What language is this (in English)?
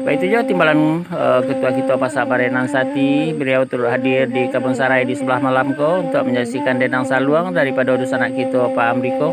Minangkabau